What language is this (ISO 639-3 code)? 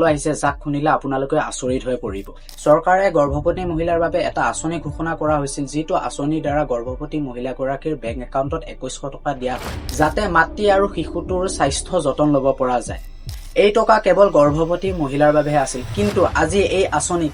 asm